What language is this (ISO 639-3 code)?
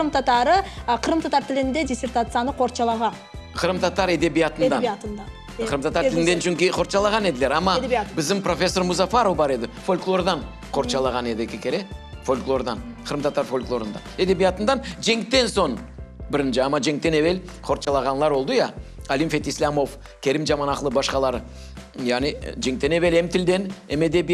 crh